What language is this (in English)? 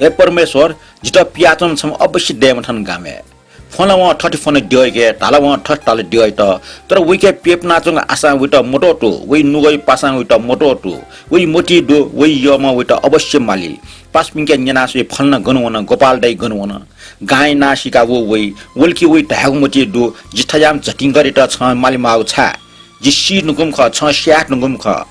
Newari